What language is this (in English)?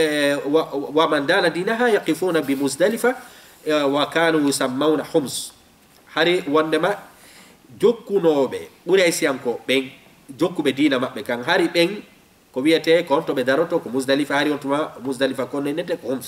Fula